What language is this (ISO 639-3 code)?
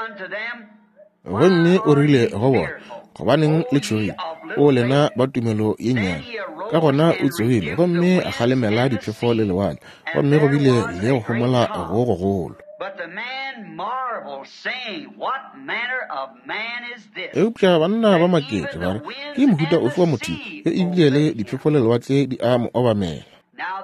nso